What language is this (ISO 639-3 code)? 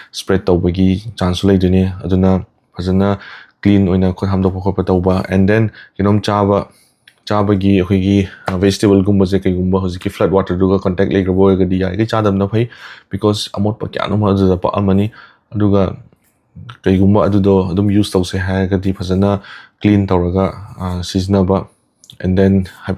mni